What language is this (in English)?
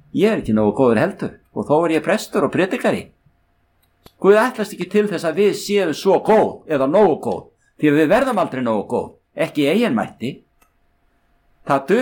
Icelandic